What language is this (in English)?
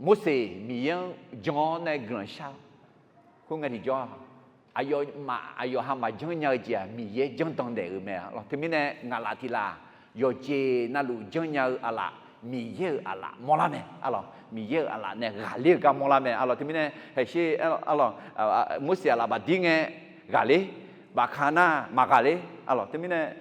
Akha